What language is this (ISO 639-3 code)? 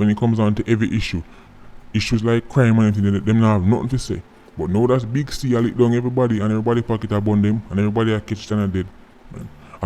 jam